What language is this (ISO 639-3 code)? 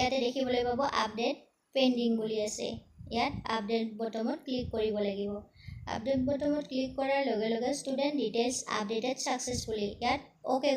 asm